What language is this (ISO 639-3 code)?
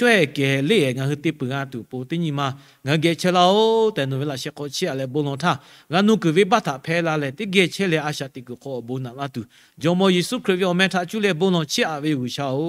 lhu